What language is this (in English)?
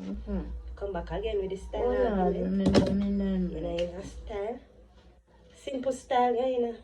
Jamaican Creole English